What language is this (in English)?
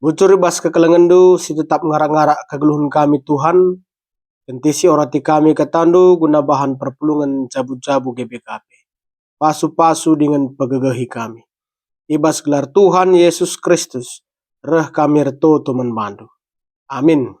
Batak Karo